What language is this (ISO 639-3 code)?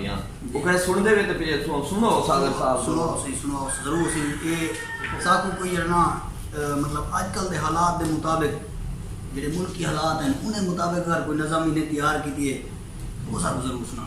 skr